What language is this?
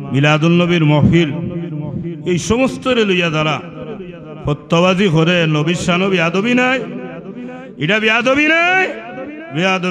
Sylheti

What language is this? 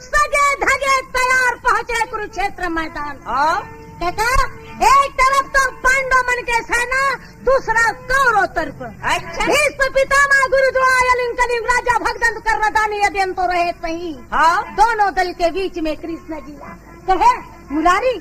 Chhattisgarhi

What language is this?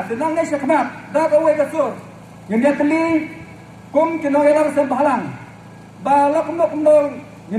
Khasi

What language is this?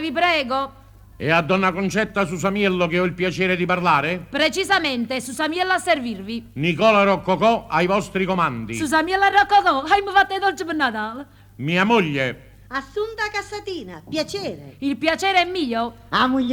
Neapolitan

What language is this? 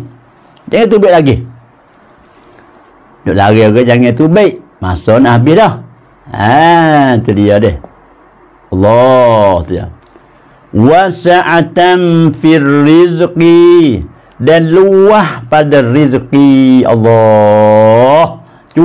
Pattani Malay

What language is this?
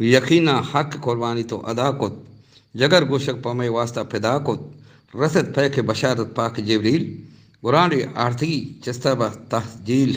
Eastern Balochi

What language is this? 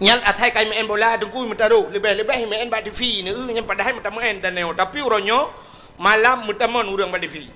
Achinese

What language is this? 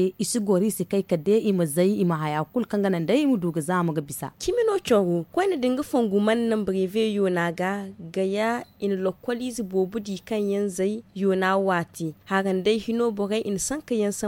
Zarma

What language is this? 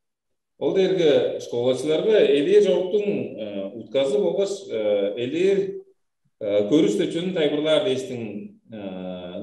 Tuvinian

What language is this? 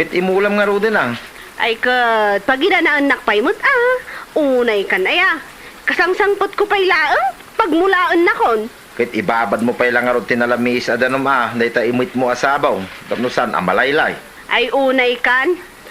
Iloko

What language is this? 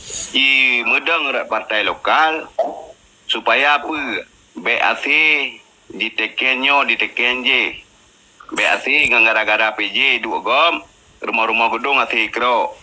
Achinese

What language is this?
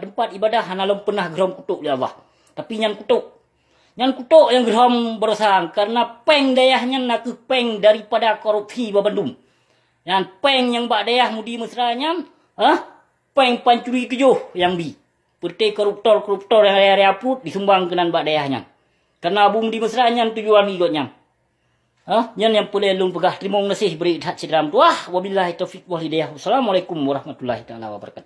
Achinese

